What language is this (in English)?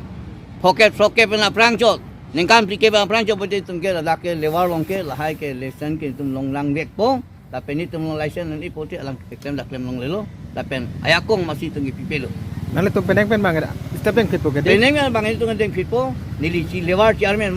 Karbi